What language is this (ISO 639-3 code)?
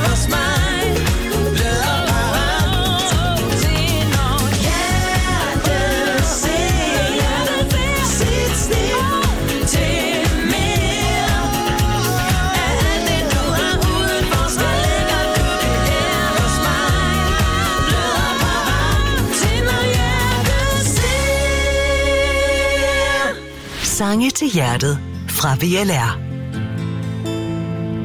dan